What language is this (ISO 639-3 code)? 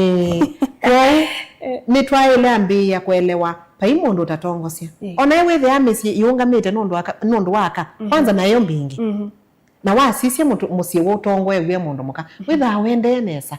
kam